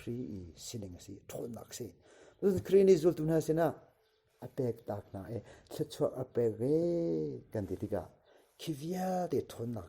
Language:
Hakha Chin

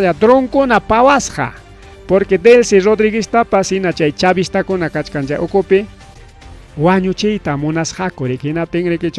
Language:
Ayacucho Quechua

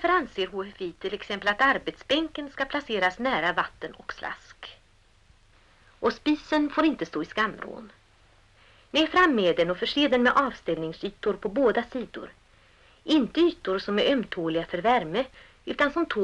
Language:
Swedish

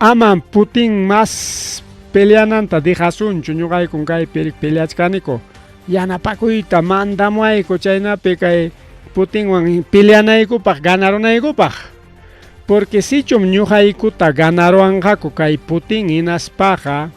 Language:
Ayacucho Quechua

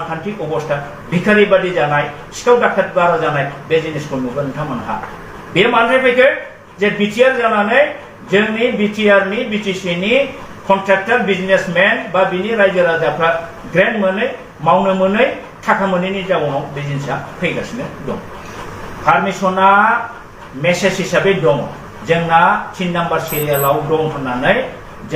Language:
Bodo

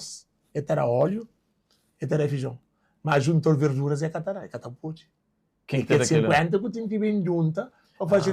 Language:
Kabuverdianu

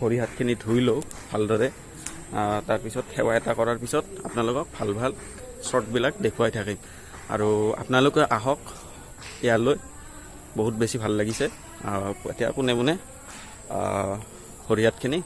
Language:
Assamese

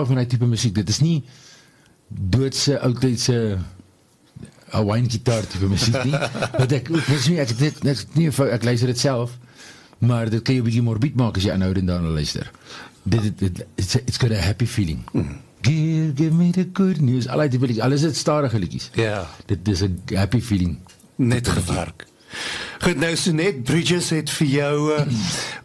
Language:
Afrikaans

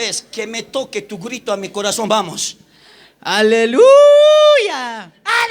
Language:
South Bolivian Quechua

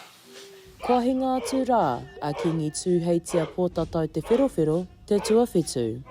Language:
Māori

